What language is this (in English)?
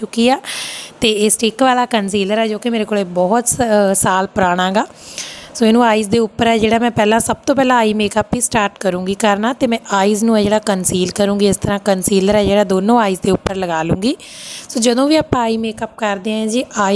Punjabi